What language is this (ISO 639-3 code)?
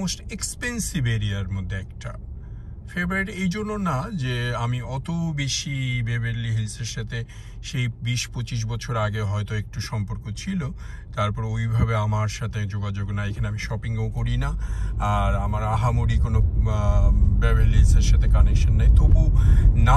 ben